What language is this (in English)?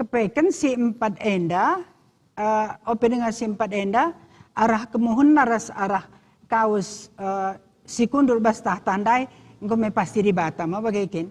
Batak Karo